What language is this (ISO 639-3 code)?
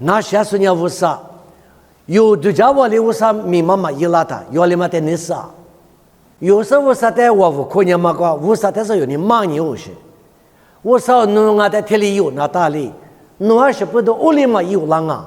lis